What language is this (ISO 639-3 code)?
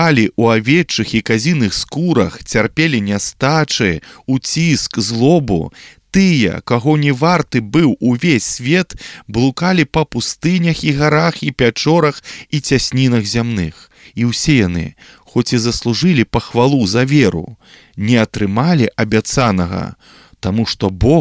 bel